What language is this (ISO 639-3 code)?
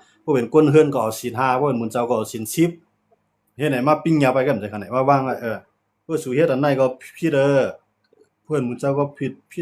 shn